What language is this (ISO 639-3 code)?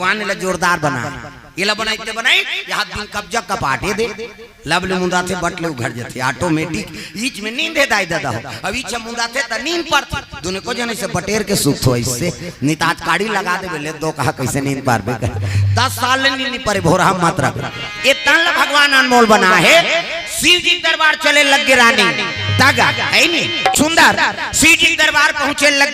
hne